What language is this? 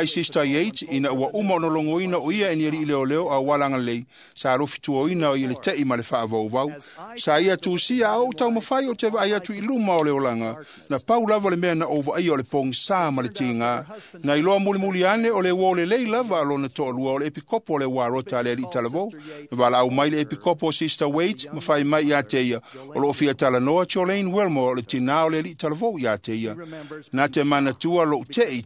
Samoan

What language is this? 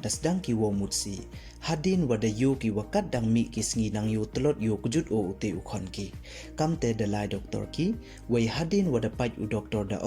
Pnar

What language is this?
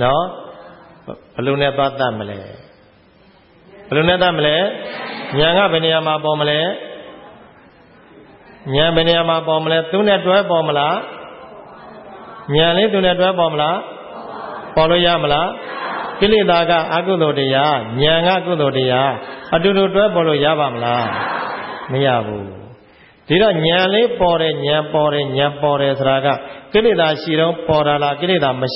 Burmese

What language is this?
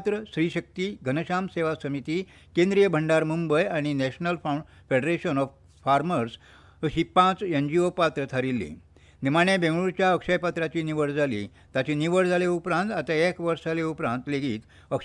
Konkani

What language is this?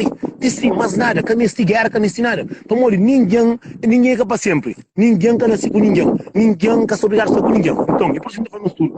Kabuverdianu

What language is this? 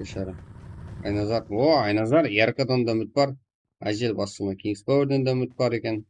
Kara-Kalpak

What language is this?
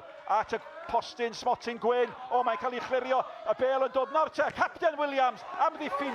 Welsh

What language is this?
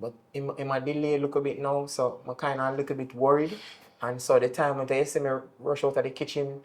Jamaican Creole English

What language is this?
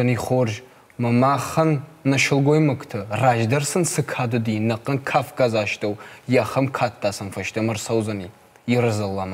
Ossetic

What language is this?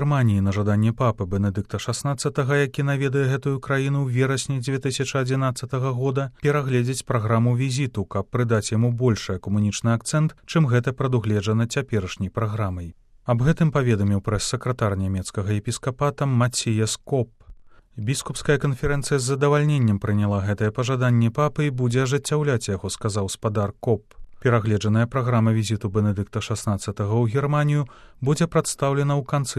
Belarusian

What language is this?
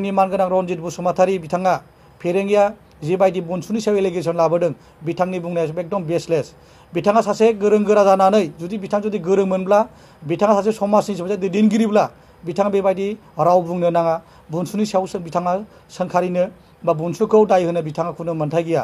Bodo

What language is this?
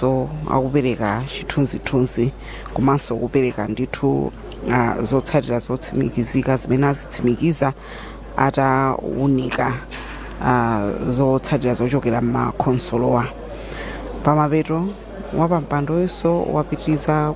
Nyanja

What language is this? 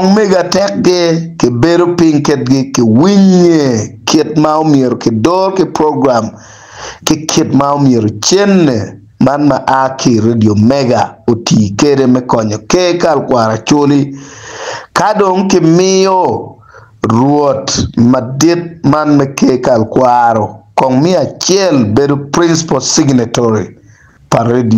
Acoli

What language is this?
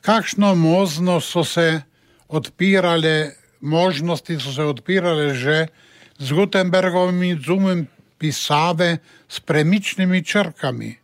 Slovenian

